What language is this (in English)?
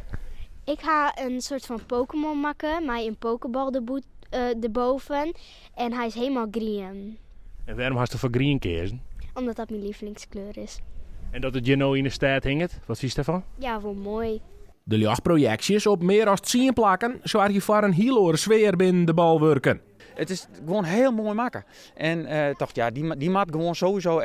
Western Frisian